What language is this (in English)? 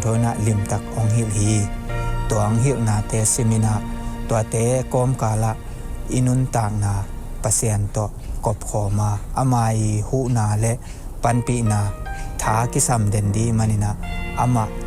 Tedim Chin